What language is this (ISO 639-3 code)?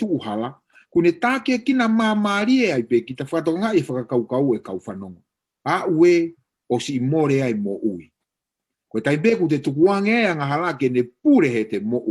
ton